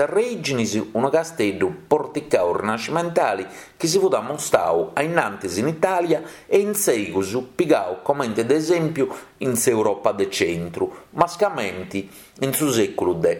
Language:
Sardinian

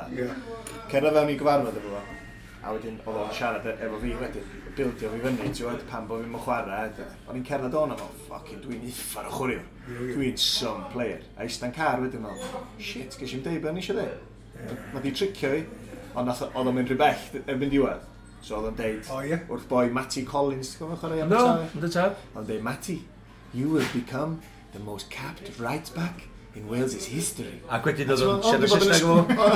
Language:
Welsh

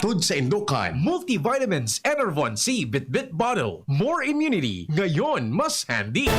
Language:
Bikol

